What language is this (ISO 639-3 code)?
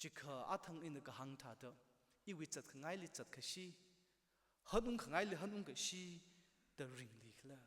nmf